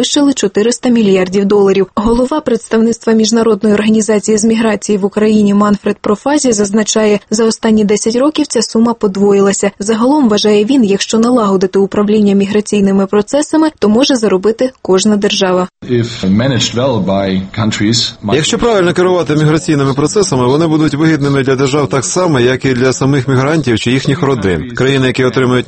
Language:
Ukrainian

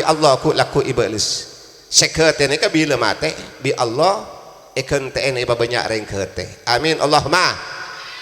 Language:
Madurese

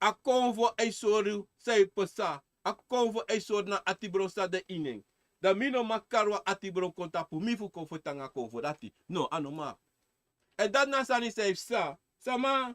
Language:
Sranan Tongo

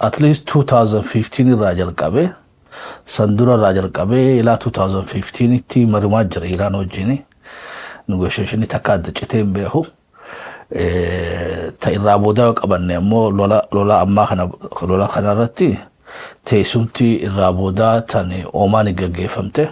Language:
Oromo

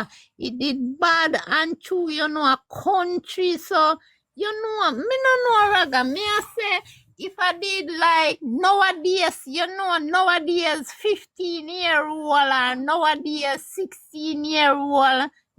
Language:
Jamaican Creole English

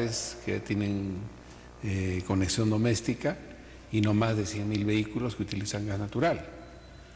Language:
Spanish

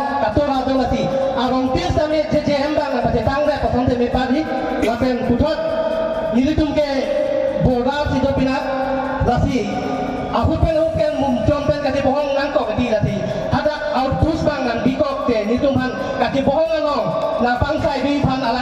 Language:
Karbi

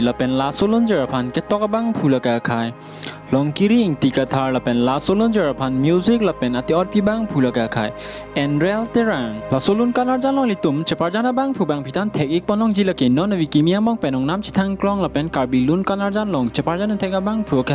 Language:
Karbi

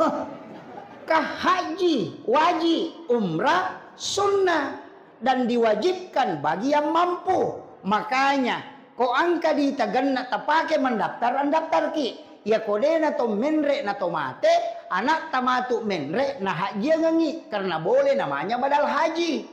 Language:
Buginese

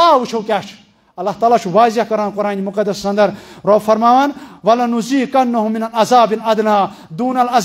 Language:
Kashmiri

